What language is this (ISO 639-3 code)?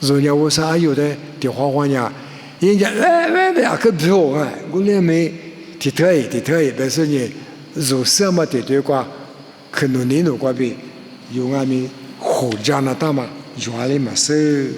lis